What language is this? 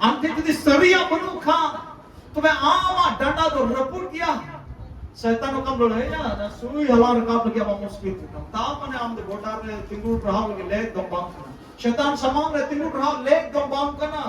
Santali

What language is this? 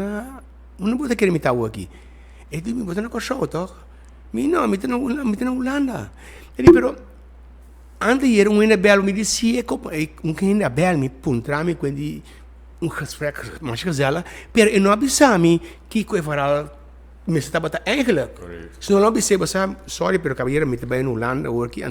Papiamento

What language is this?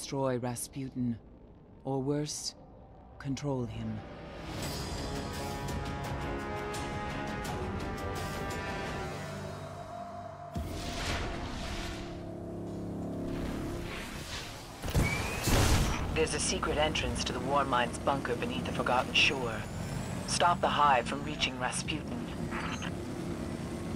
English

